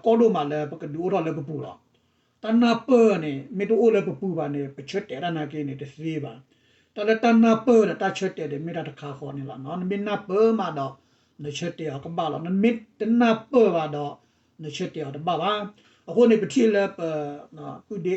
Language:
S'gaw Karen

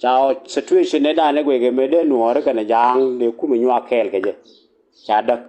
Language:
Nuer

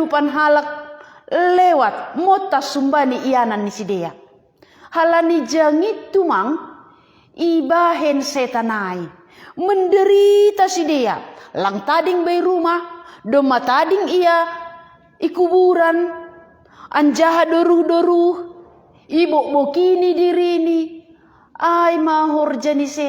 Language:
Batak Simalungun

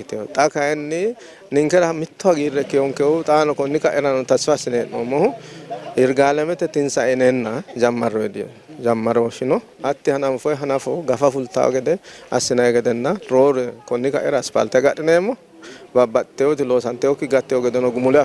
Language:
Sidamo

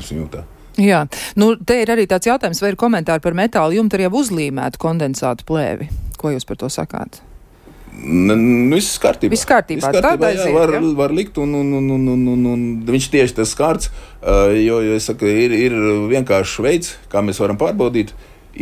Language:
Latvian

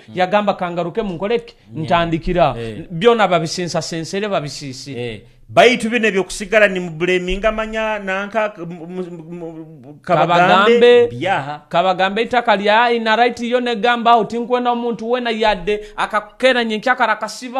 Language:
Nyoro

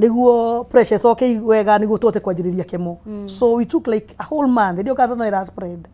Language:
Kikuyu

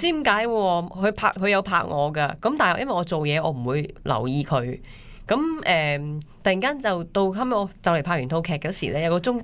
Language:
Cantonese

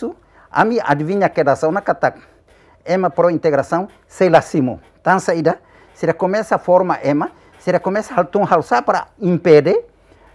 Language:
Tetum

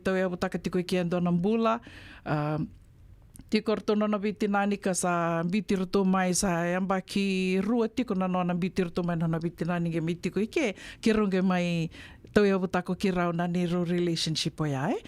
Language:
Fijian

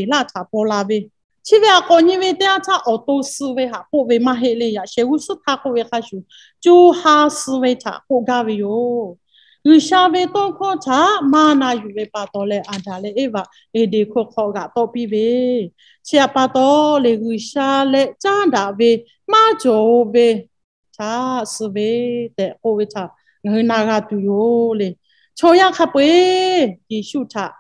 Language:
Lahu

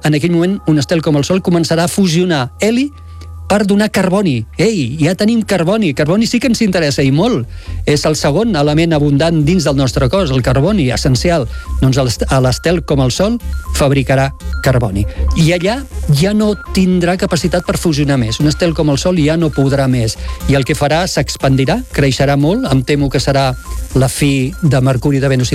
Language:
Catalan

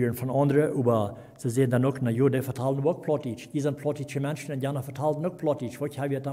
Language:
Plautdietsch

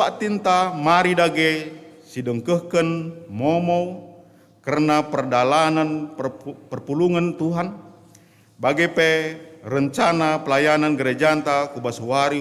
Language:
Batak Karo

